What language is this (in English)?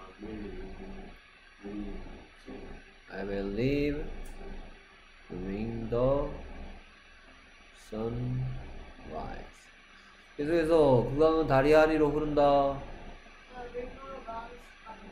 Korean